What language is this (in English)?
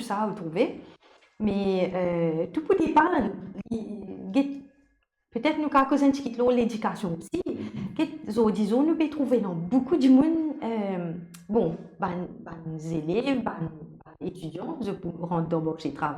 Morisyen